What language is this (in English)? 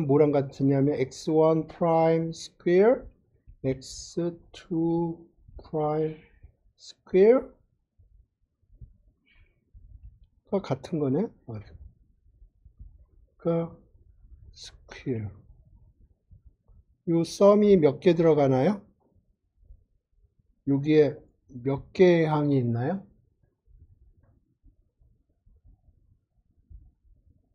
Korean